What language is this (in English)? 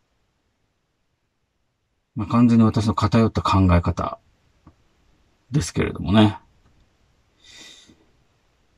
Japanese